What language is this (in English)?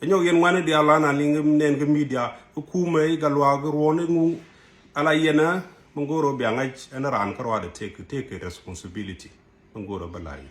Nuer